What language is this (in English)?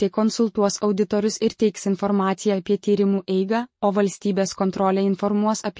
Lithuanian